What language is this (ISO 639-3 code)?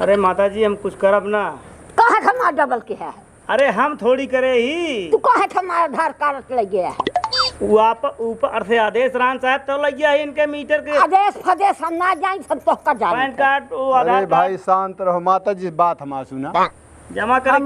awa